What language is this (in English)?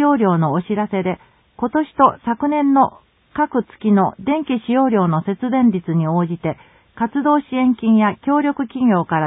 Japanese